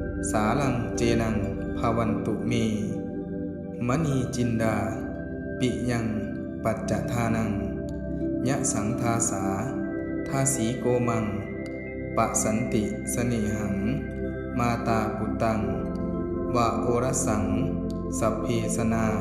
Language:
Pali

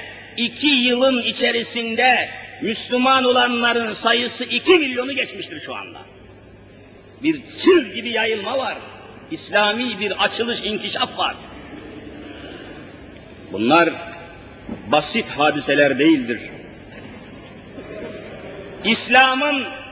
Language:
Turkish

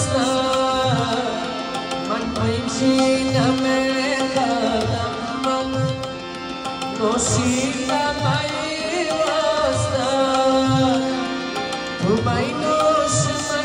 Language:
Persian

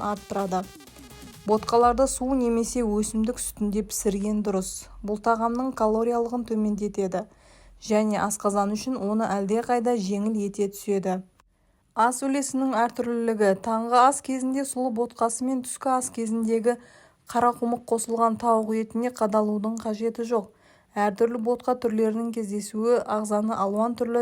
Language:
Kazakh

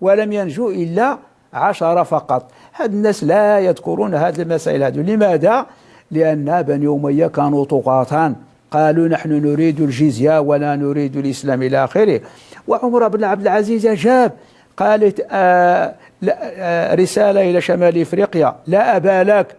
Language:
Moroccan Arabic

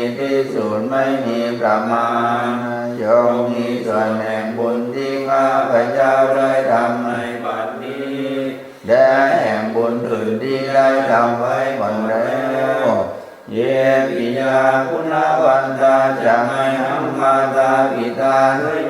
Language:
Pali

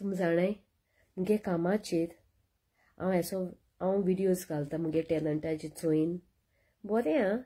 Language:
Konkani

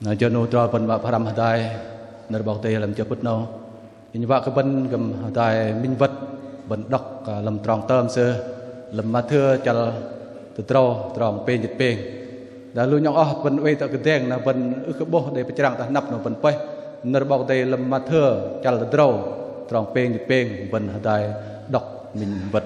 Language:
Bahnar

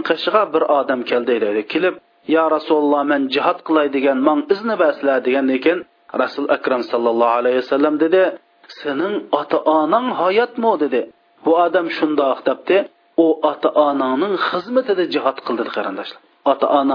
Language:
Uyghur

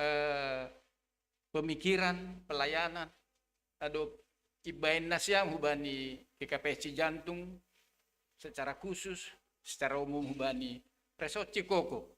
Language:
Batak Simalungun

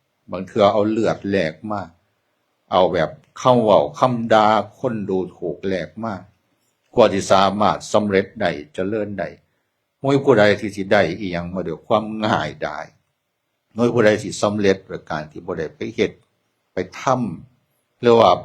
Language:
Northeastern Thai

